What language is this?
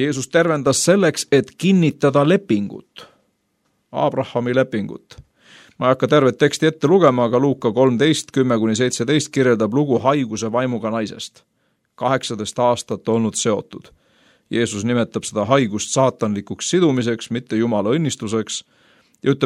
Estonian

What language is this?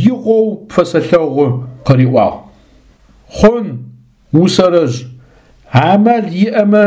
Adyghe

